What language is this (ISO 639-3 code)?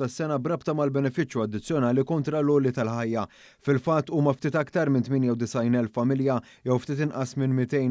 mlt